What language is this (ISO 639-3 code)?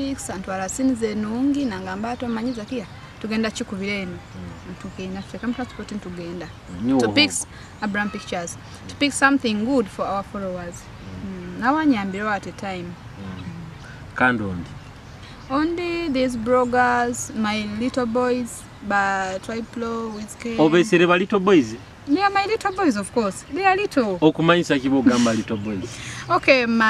nyo